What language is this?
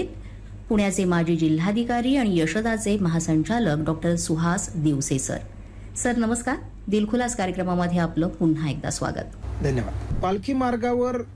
Marathi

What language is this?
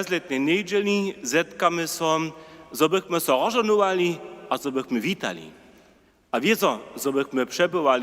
Upper Sorbian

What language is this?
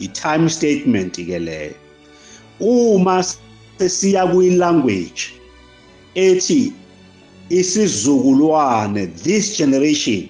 Zulu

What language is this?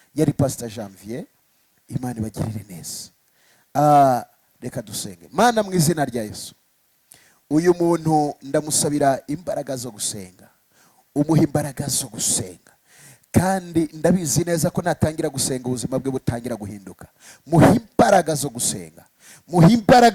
Kinyarwanda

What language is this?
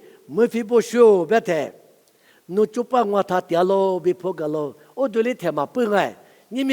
Lisu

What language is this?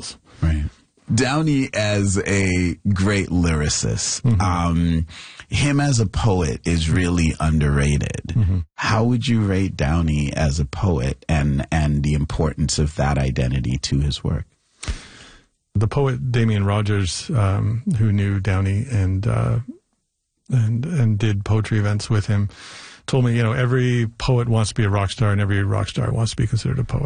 English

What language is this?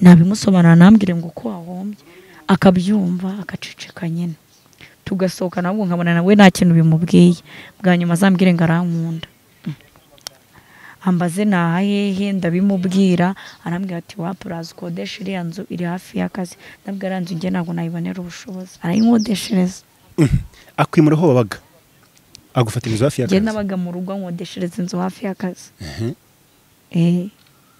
Kinyarwanda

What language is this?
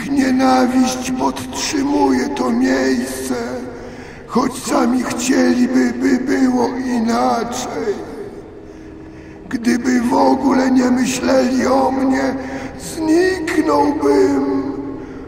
Polish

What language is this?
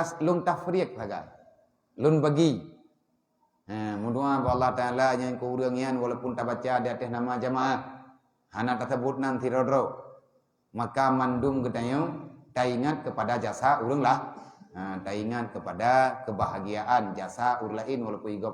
Achinese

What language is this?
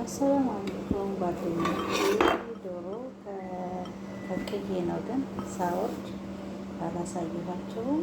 Amharic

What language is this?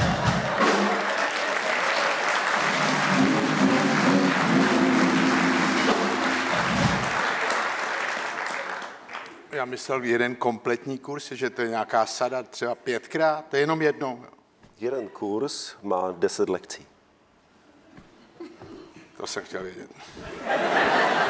Czech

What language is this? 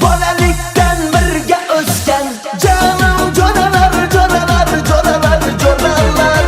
Kara-Kalpak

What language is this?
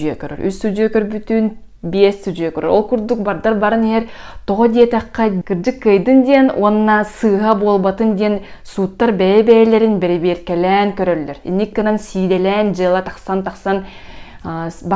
Yakut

